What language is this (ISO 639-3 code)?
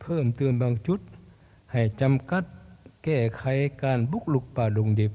lao